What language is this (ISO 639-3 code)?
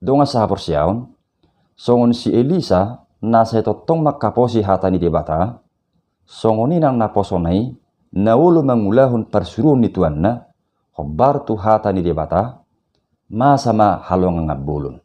bbc